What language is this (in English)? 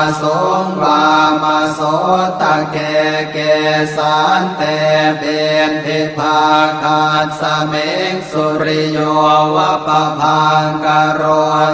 Pali